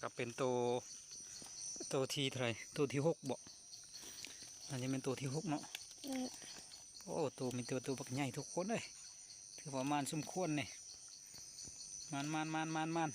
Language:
Lao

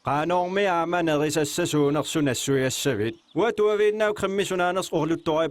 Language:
Kalaallisut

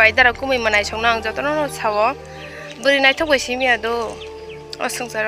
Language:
Kok Borok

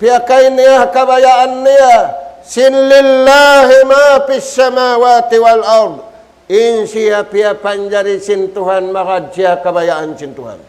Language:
Tausug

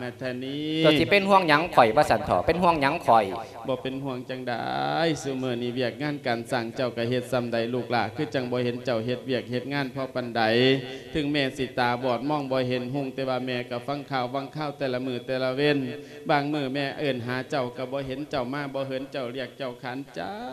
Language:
Lao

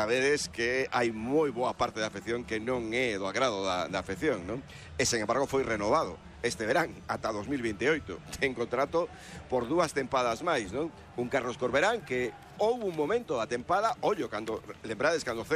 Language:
Galician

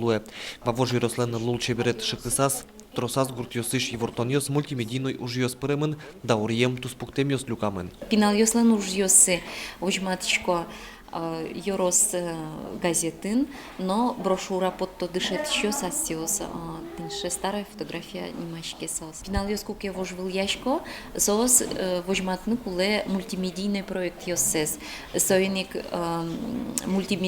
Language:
Udmurt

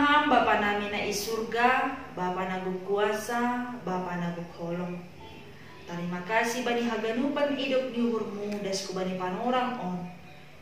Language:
Batak Simalungun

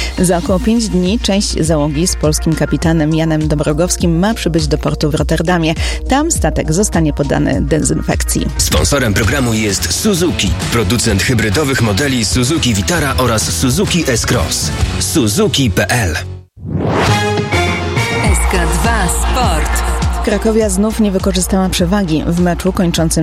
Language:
Polish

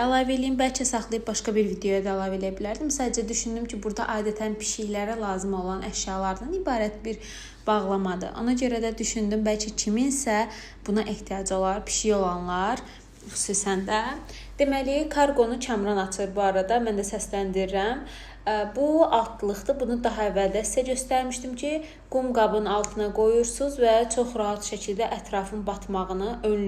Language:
Azerbaijani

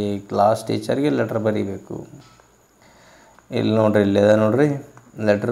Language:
Kannada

